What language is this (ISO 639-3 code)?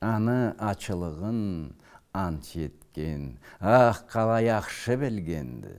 krc